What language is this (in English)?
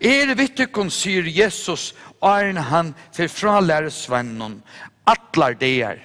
Faroese